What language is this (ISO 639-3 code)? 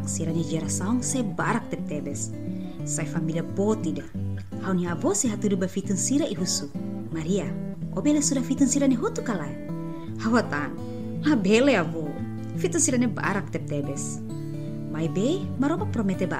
tet